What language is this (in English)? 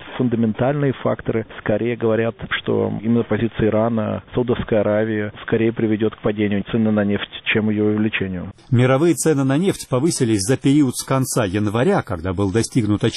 Russian